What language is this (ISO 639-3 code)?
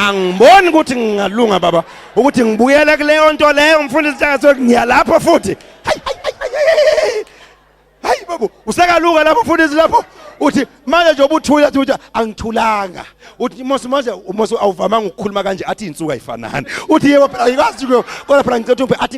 zul